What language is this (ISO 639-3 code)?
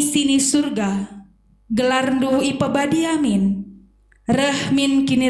btx